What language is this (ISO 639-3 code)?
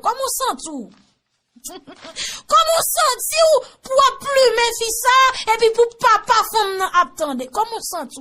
hat